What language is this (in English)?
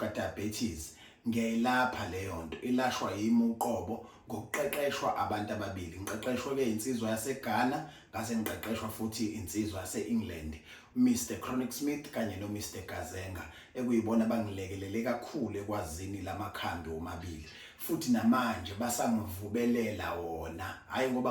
Zulu